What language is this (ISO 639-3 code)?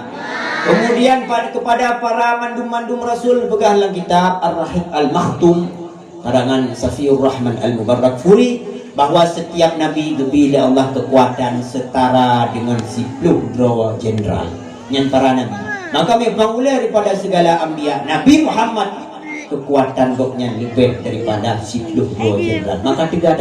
ace